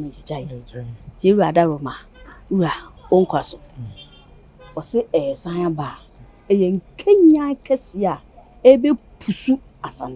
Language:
Akan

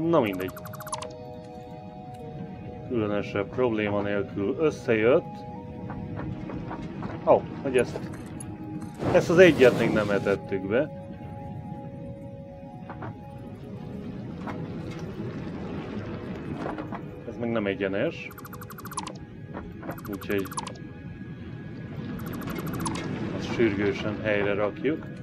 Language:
Hungarian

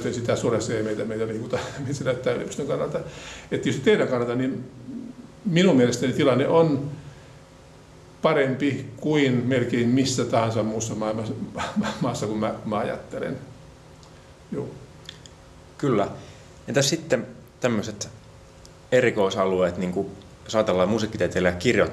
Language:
Finnish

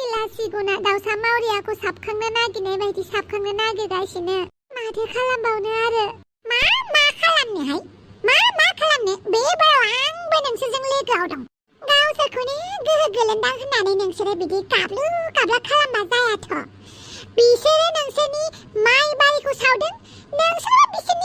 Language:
Bodo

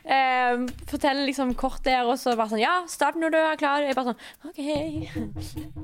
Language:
Norwegian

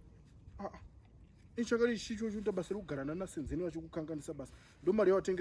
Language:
Shona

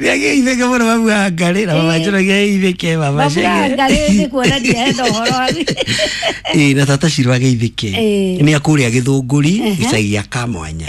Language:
Kikuyu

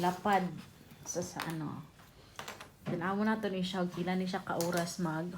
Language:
Cebuano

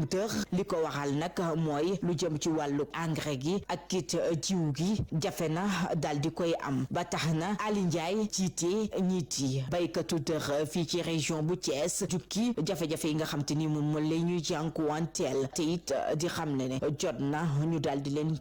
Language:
Wolof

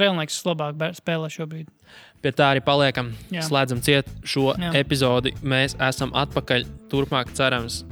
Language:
Latvian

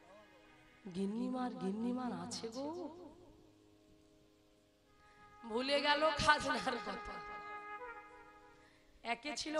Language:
Bangla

